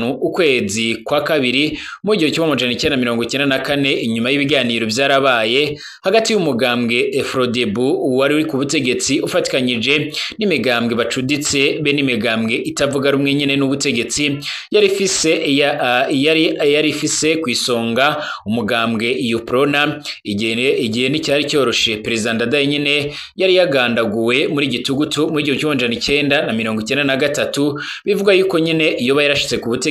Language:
Rundi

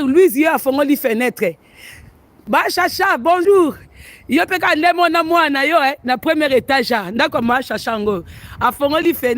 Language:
Lingala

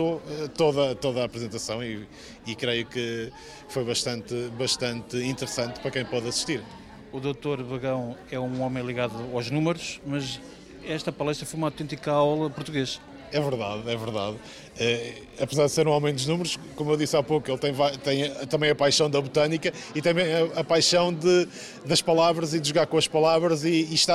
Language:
Portuguese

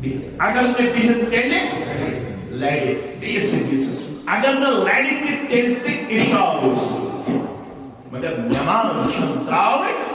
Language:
Kashmiri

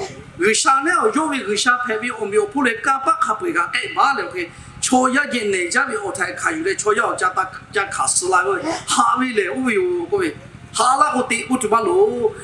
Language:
Lahu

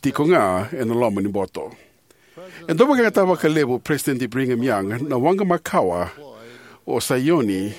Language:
Fijian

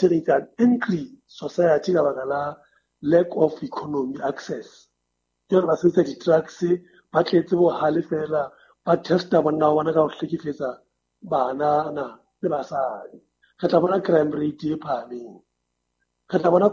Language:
Southern Sotho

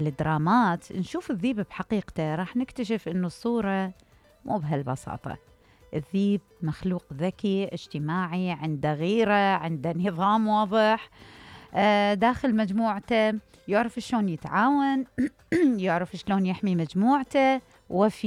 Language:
Mesopotamian Arabic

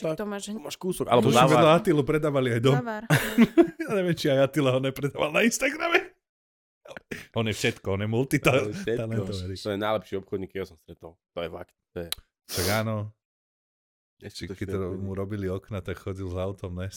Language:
Slovak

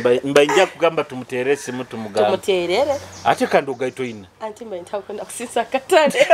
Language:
Nyoro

